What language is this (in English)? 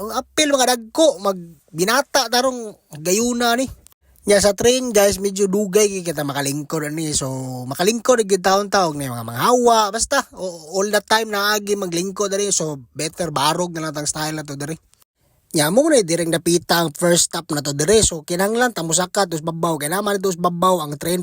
Cebuano